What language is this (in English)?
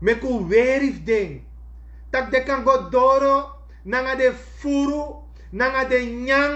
Sranan Tongo